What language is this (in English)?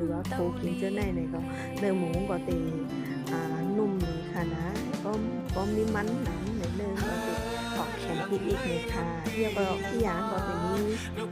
Shan